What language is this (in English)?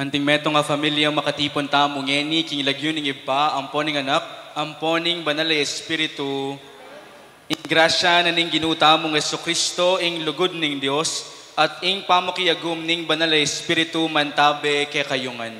Pampanga